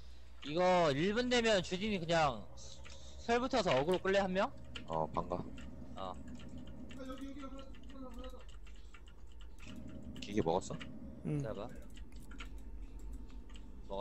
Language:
Korean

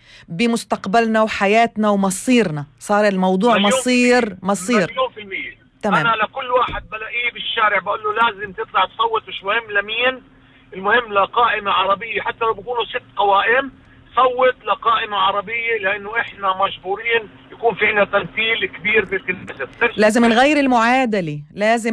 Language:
North Levantine Arabic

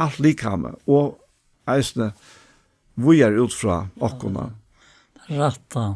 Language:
Faroese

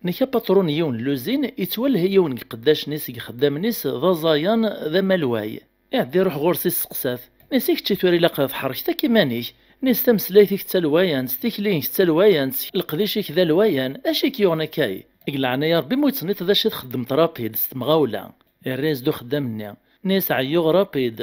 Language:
Kabyle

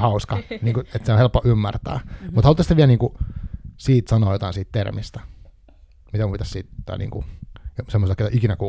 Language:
Finnish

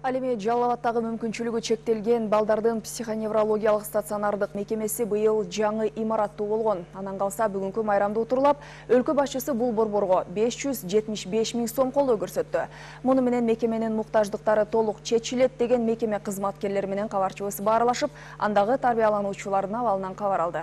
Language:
Kyrgyz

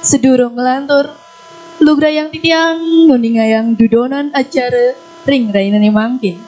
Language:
Balinese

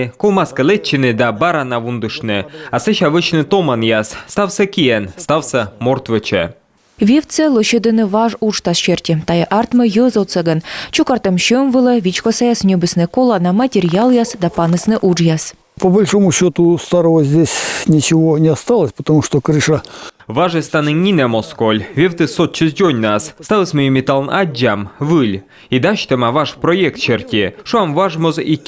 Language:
Komi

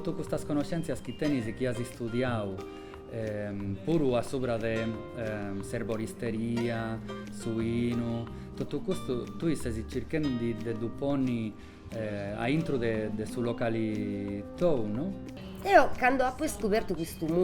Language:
Sardinian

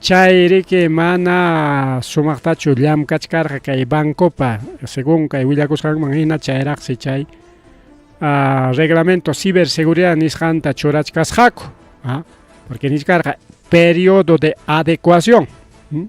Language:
Ayacucho Quechua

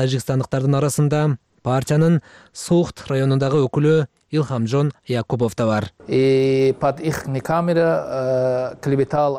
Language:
Kyrgyz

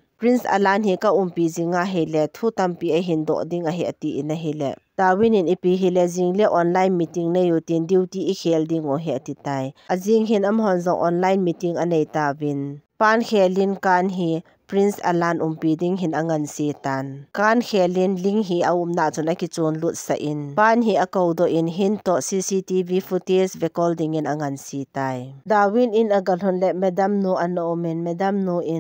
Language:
Thado Chin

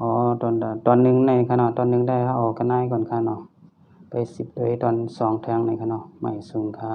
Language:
Shan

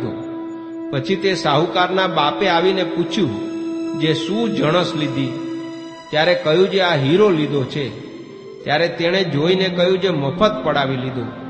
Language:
Gujarati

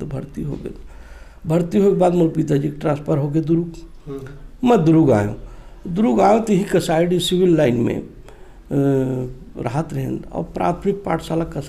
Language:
Chhattisgarhi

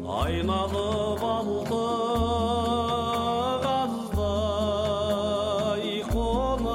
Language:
Kazakh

